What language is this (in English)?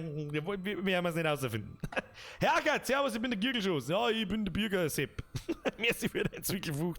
Bavarian